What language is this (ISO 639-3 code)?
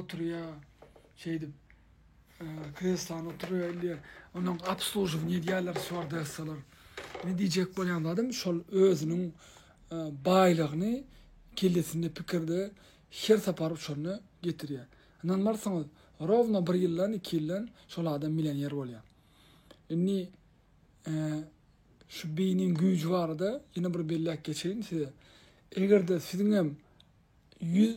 tuk